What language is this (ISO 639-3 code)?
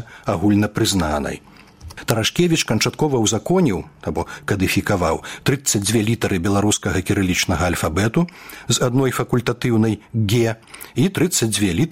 bel